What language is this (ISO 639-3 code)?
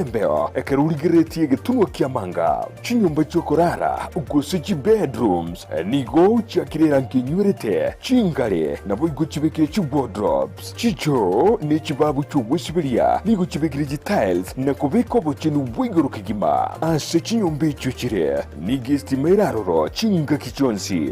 guz